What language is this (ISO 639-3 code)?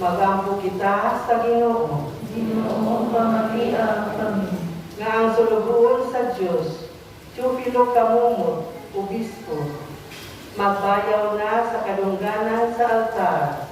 ceb